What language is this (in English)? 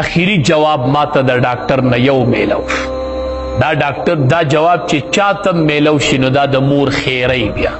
Pashto